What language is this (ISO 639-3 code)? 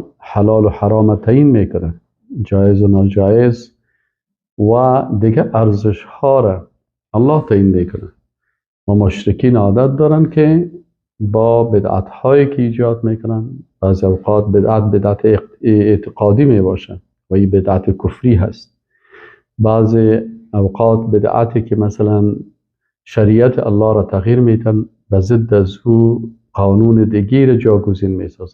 fas